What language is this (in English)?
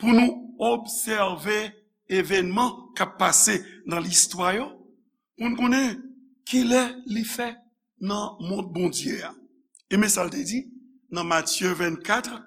Haitian Creole